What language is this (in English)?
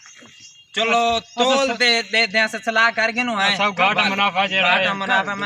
Saraiki